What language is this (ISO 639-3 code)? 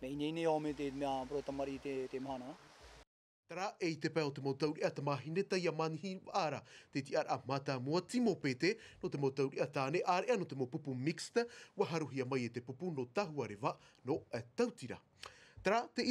tah